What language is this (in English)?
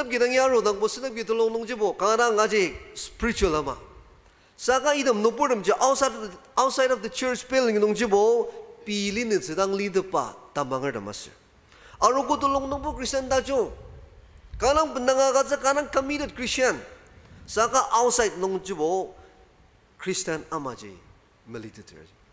Ao Naga